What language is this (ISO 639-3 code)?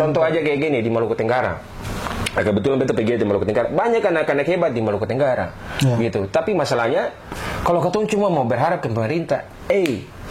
abs